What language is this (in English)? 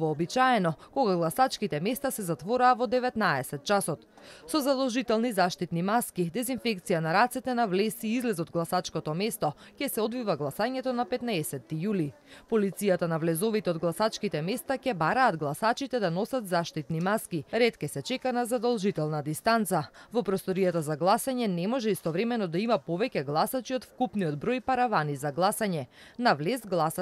Macedonian